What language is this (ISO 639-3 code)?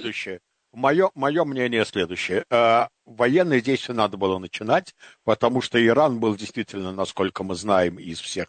rus